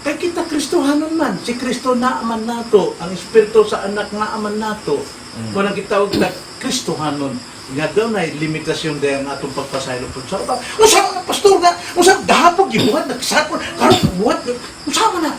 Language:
Cebuano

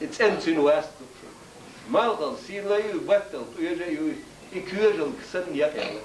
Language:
Chechen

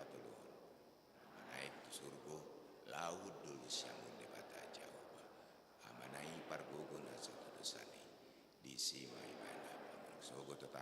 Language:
Batak Toba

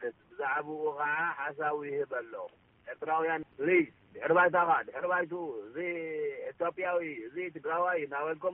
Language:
Tigrinya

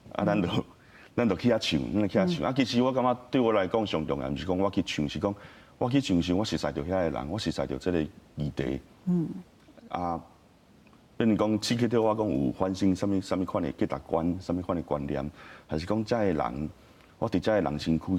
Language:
Min Nan Chinese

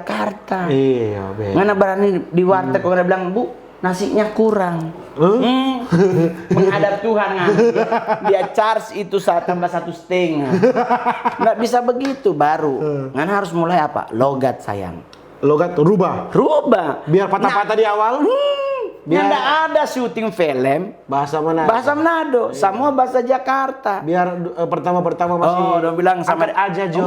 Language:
Manado Malay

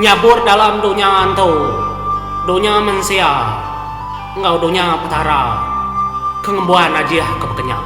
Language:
Iban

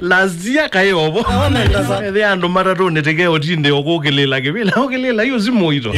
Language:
Kamba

